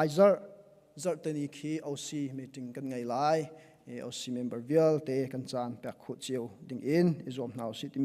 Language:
Hakha Chin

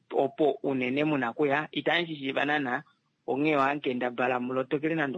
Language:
Kuanyama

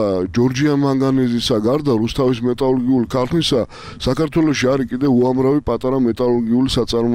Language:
Georgian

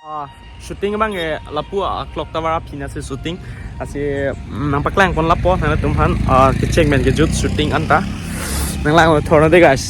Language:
Karbi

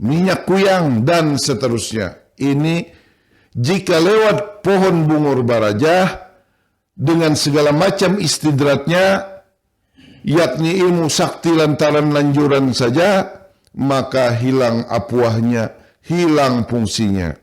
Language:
Banjar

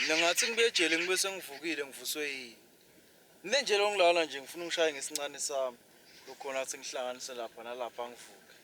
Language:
Swati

